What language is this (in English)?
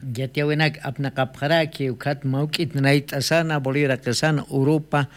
Aymara